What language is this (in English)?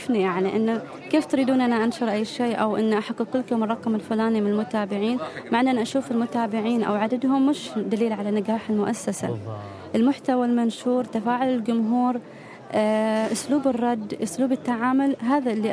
Gulf Arabic